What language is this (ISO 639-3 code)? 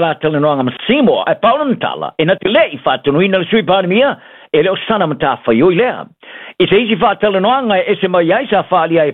smo